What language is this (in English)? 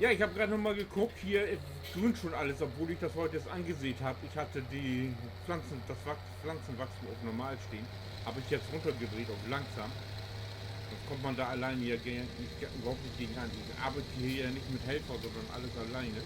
Low German